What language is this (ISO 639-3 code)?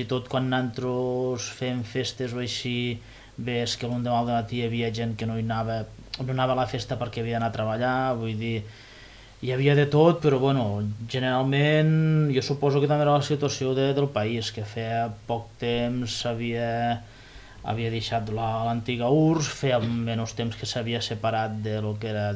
cat